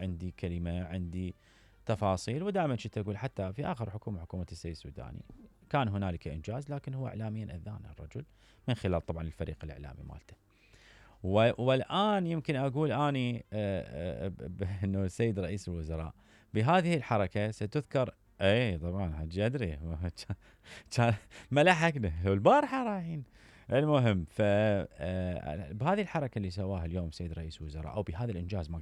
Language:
Mesopotamian Arabic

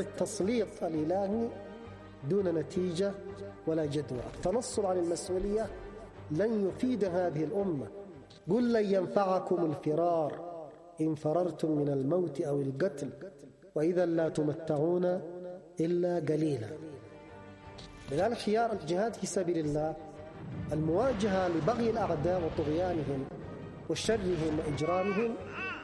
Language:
Arabic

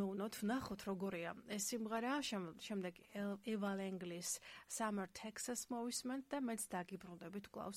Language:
Georgian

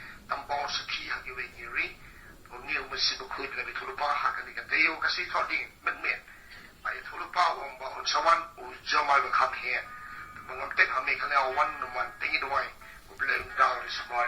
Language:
Khasi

